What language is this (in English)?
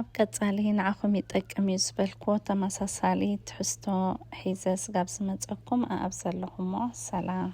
Tigrinya